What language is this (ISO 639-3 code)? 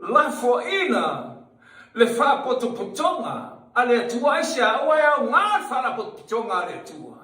smo